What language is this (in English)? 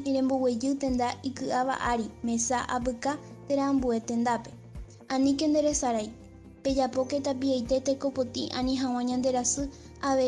Guarani